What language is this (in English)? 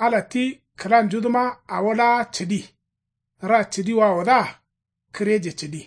Kanuri